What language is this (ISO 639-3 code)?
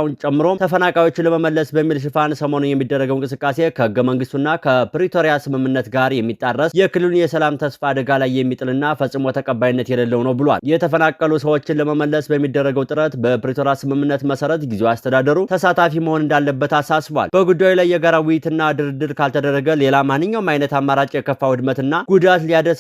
amh